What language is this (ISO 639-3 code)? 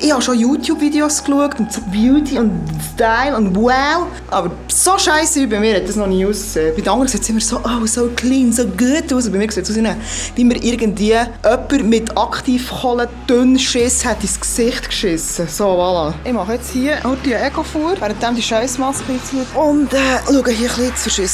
gsw